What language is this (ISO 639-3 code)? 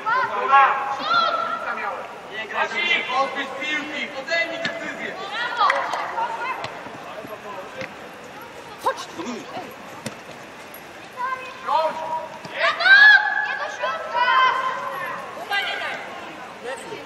pol